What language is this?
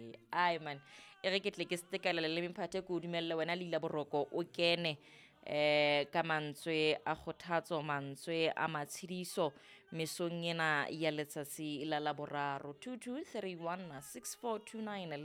Southern Sotho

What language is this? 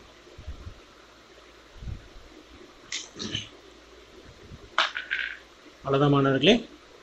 Tamil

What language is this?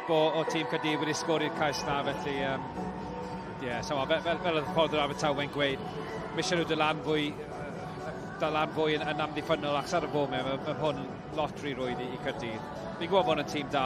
Welsh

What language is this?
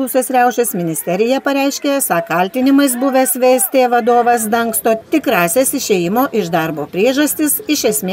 Lithuanian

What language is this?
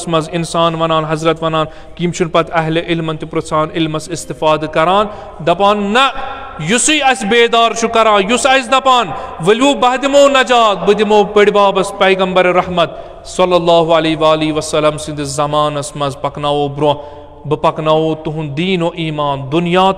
Kashmiri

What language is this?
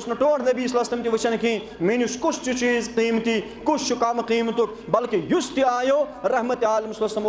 Kashmiri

